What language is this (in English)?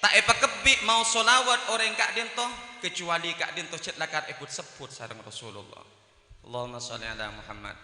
Madurese